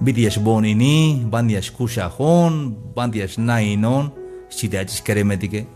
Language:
Tzeltal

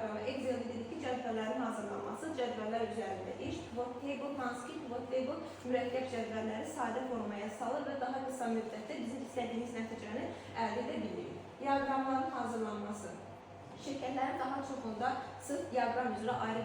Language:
Azerbaijani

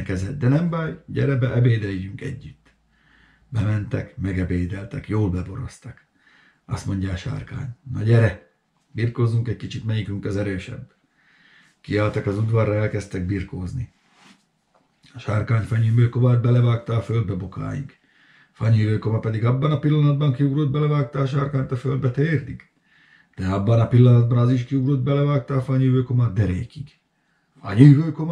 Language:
Hungarian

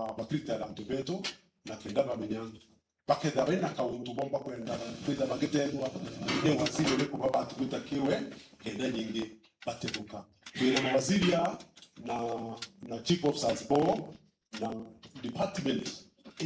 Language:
Meru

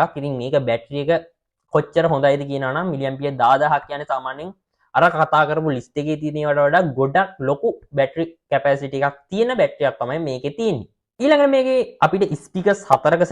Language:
Sinhala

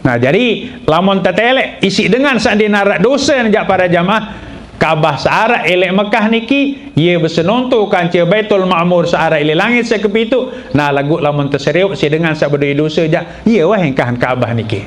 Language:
Sasak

